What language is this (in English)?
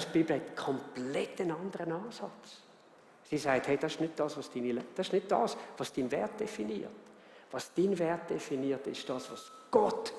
Swiss German